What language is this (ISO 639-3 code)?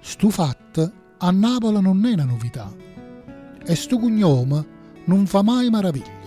nap